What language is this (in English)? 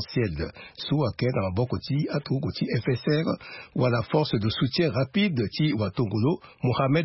Sango